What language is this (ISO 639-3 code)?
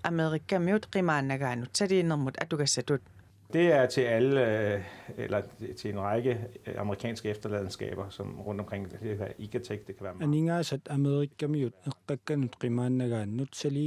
kal